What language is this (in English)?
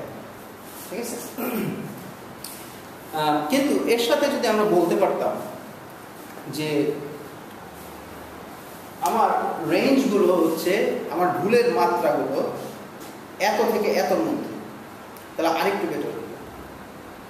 Bangla